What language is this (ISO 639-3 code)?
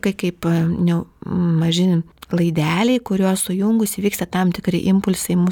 lit